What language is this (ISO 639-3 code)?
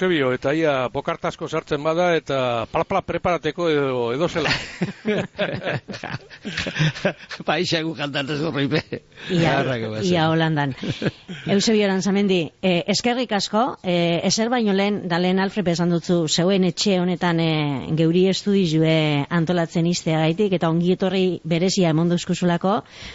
eus